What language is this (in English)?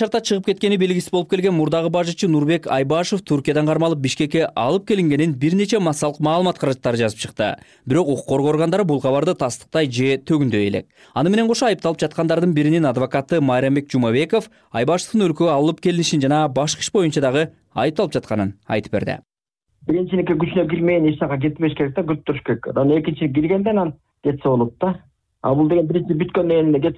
Kyrgyz